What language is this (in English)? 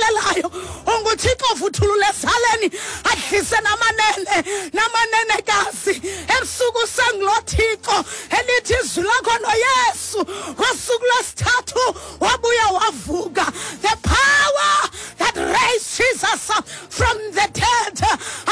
Xhosa